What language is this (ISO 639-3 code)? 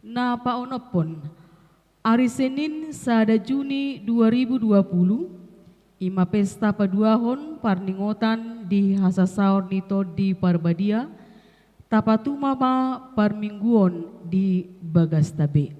bbc